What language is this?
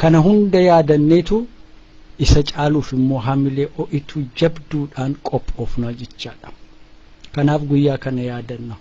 Oromo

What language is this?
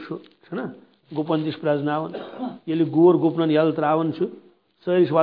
Kashmiri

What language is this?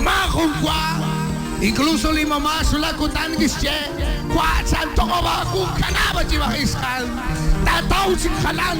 Kekchí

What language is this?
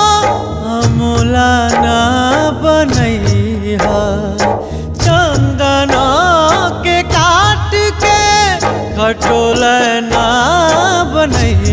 Bhojpuri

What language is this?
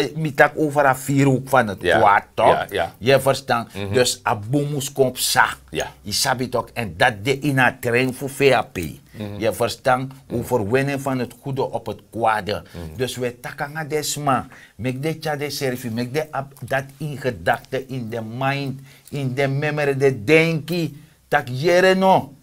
Sranan Tongo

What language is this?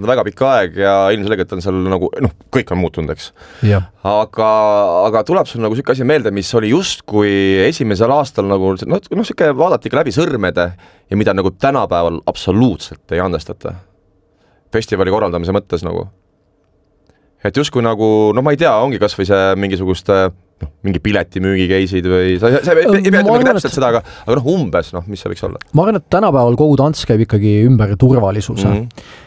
Estonian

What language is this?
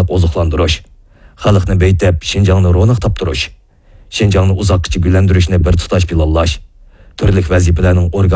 Uyghur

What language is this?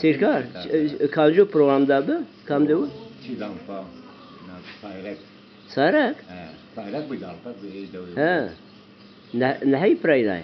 Zaza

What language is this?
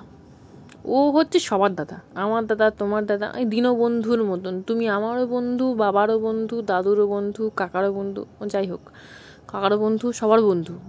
Bangla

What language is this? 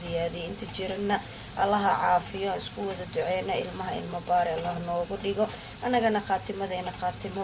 Somali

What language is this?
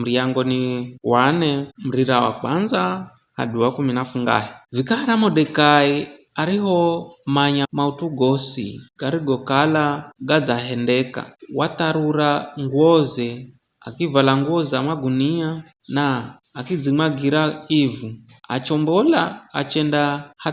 Giryama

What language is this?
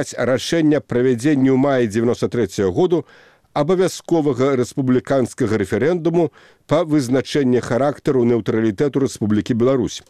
Belarusian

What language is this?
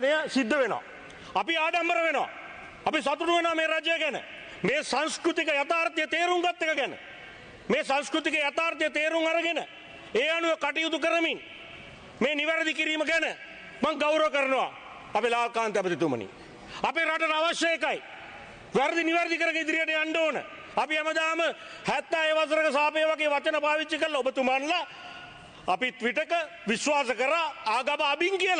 Sinhala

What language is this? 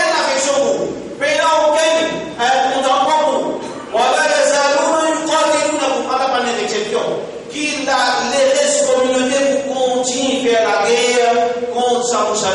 Morisyen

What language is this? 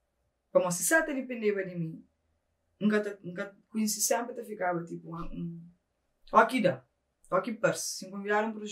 Kabuverdianu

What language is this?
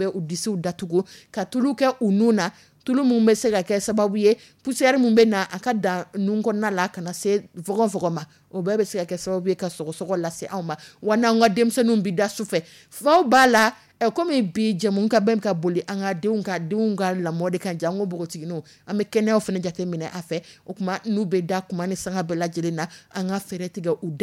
Dyula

